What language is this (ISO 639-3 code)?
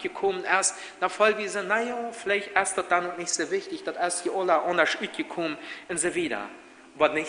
pdt